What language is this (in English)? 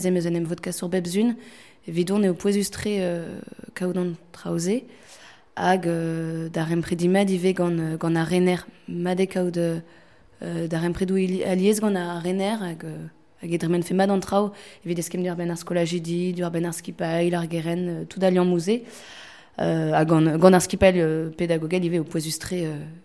Breton